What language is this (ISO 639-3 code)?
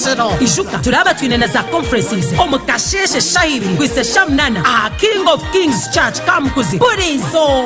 nyn